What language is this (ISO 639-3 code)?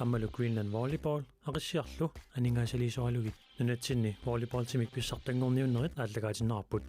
kal